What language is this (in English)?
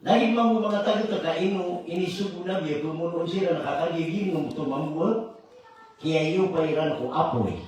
Maranao